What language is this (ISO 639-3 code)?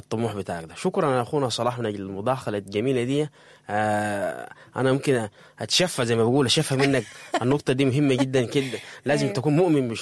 apd